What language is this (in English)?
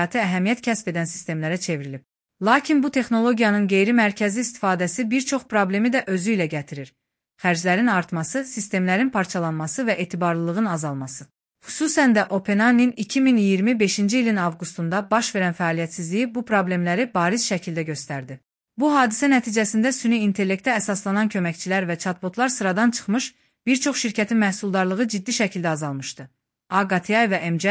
Azerbaijani